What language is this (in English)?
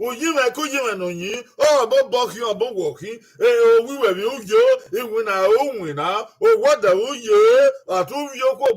Bini